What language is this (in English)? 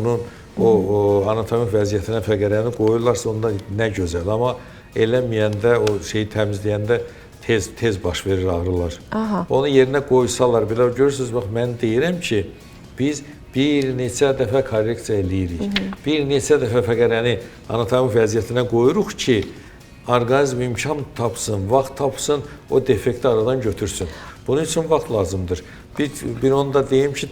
Azerbaijani